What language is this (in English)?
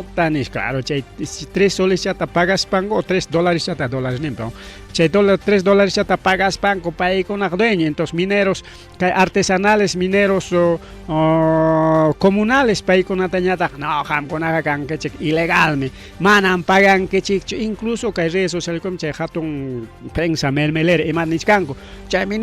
Ayacucho Quechua